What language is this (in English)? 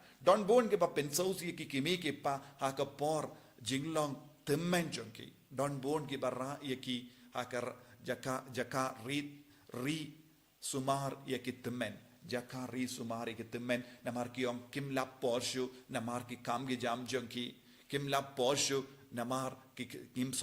Khasi